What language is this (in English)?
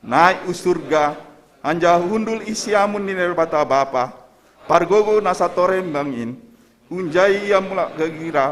Batak Simalungun